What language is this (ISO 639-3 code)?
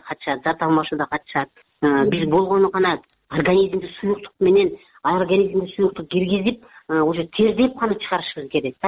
kir